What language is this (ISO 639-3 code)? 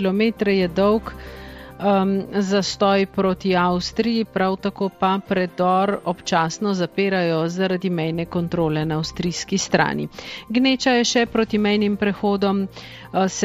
slv